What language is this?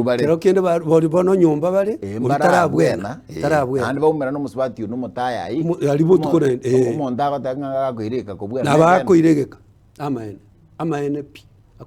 Gusii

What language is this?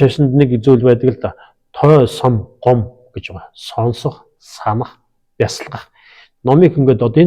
Mongolian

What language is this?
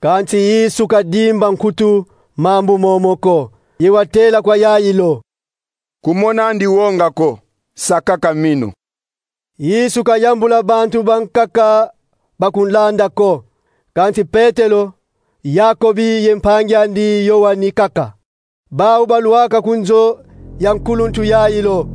Kongo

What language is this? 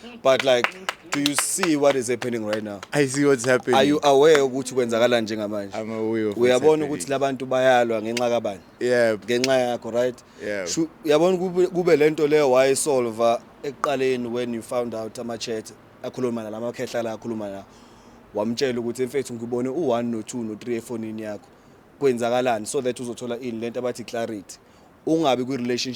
Zulu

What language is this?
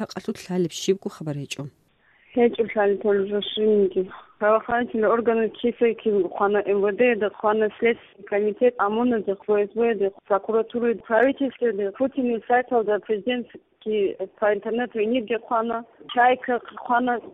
Avaric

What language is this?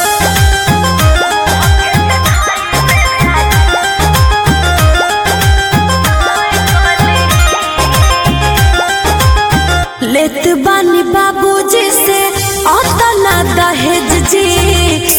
Bhojpuri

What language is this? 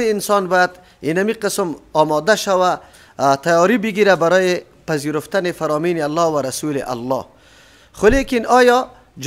Persian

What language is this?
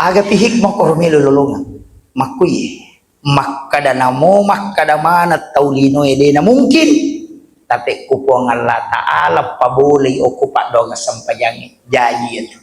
Buginese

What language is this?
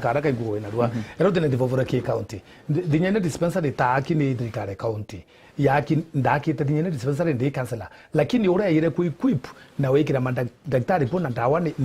Meru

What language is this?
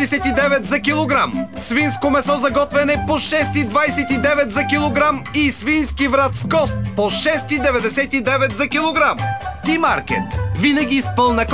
Bulgarian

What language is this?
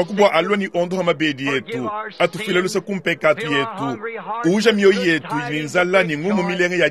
Luba-Lulua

